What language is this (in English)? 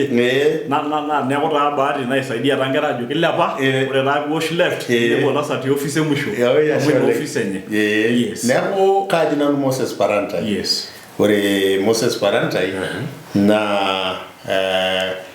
Masai